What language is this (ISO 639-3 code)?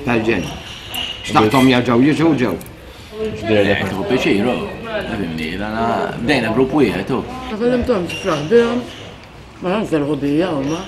mlt